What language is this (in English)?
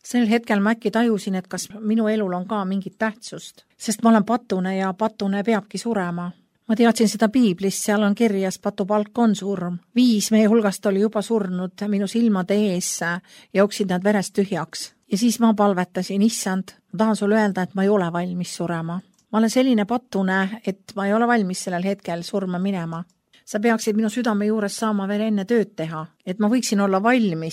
Estonian